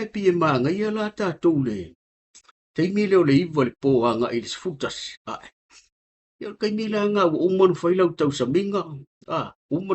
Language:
Samoan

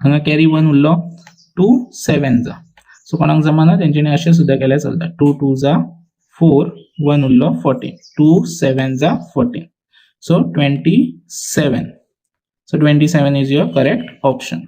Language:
Konkani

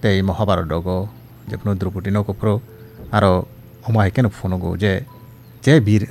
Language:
Kok Borok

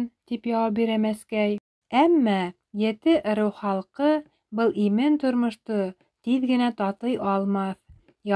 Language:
Bashkir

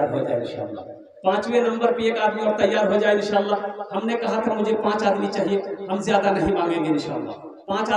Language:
Hindi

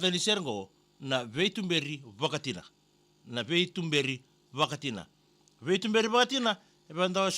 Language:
Fijian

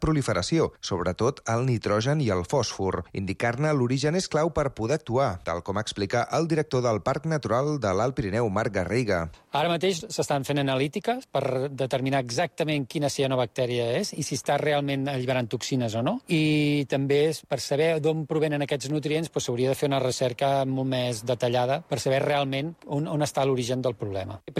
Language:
Catalan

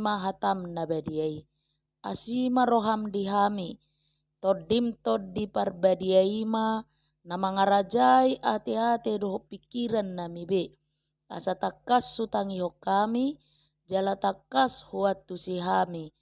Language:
Batak Toba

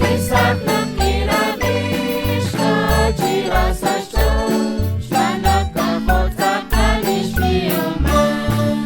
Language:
Kekchí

